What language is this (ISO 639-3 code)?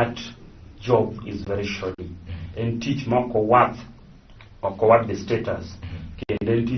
luo